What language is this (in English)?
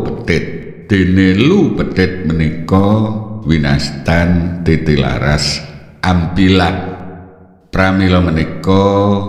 Javanese